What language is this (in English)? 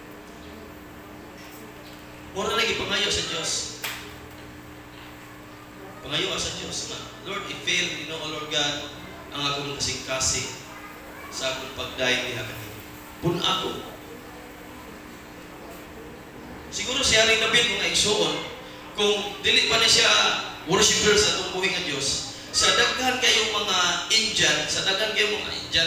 Cebuano